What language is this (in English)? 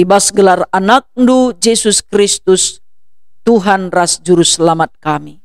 Batak Karo